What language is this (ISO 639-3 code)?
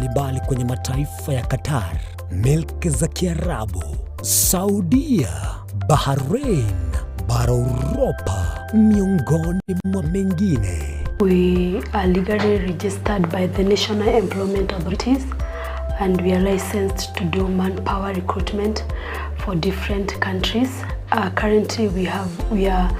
guz